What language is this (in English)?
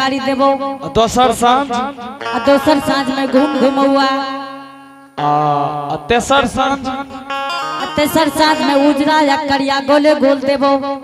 Angika